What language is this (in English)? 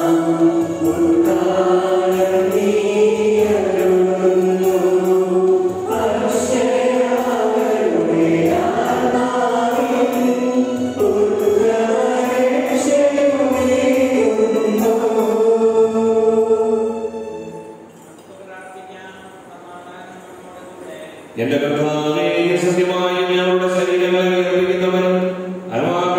Malayalam